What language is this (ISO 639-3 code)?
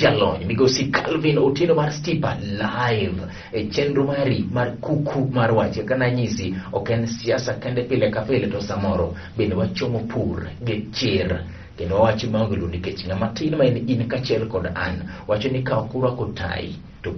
luo